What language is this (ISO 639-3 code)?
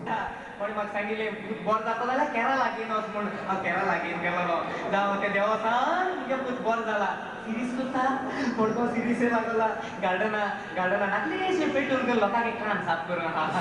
kok